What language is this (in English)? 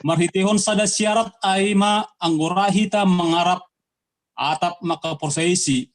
Batak Simalungun